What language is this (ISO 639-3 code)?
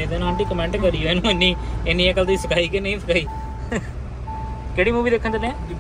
pan